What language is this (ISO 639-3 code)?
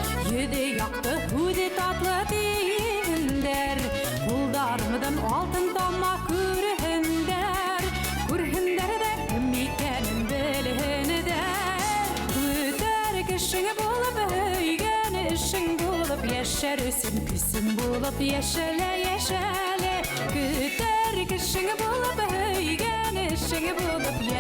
bak